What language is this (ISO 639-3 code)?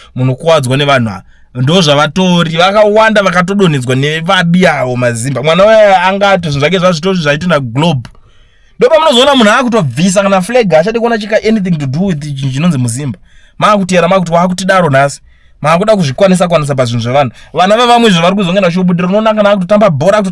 sna